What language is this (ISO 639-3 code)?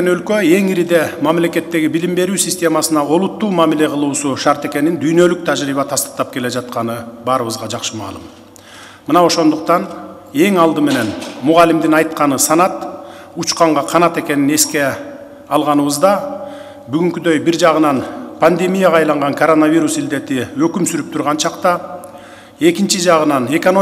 kir